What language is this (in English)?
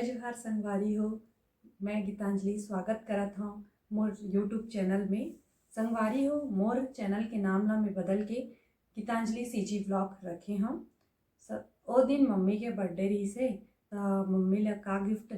Chhattisgarhi